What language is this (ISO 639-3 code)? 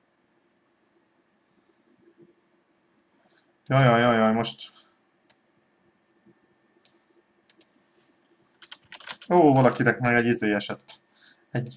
hun